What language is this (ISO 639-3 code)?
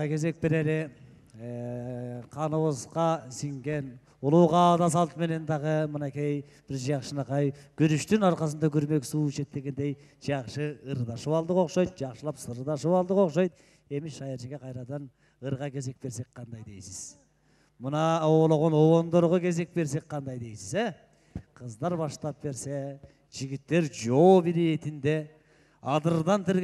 kir